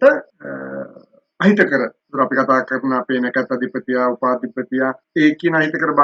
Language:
Sinhala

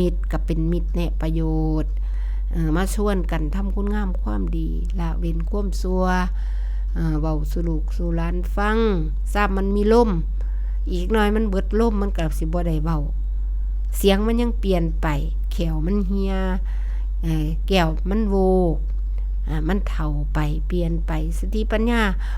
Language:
Northeastern Thai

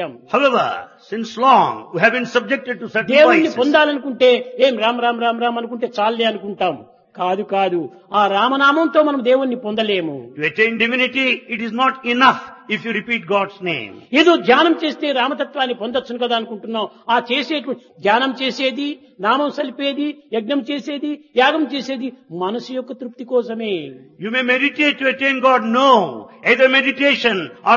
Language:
Telugu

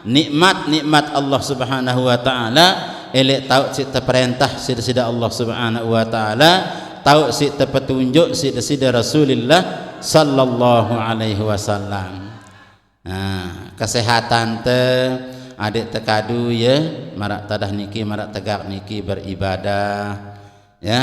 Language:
Sasak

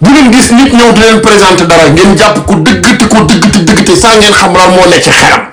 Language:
Wolof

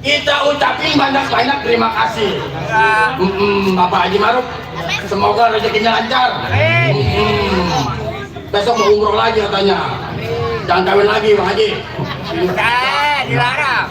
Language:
Betawi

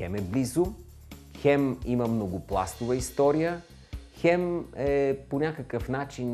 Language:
Bulgarian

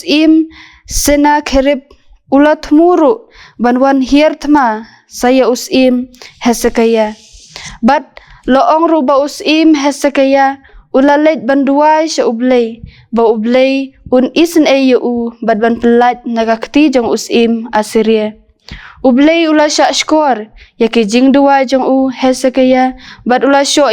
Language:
Khasi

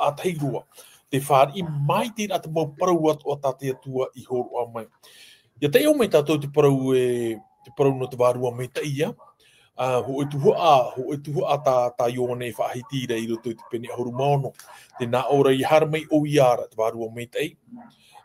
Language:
Tahitian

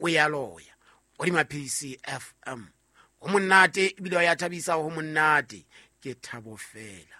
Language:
Southern Sotho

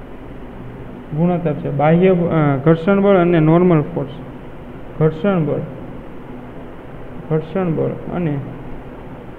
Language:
Gujarati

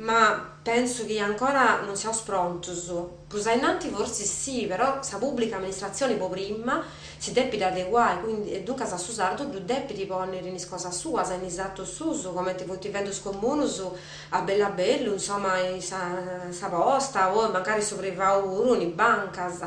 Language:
Sardinian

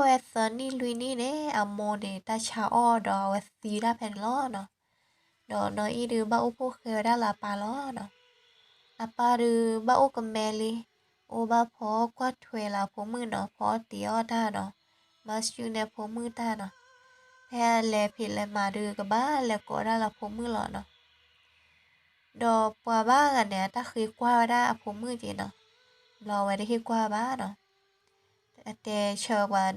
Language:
S'gaw Karen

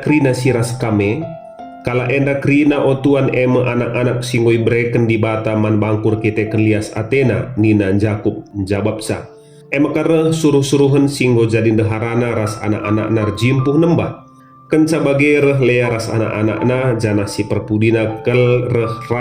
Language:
Batak Karo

